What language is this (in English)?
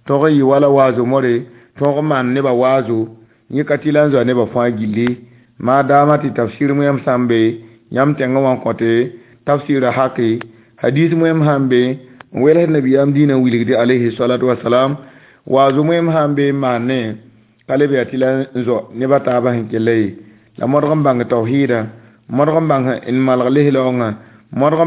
Mossi